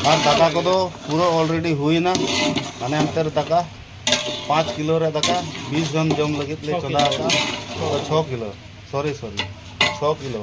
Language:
Santali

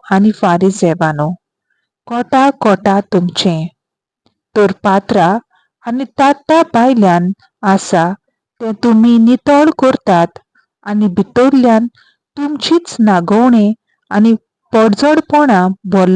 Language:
Konkani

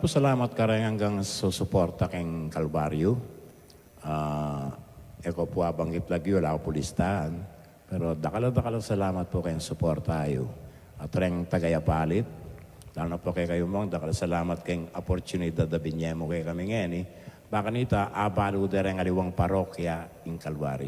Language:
Pampanga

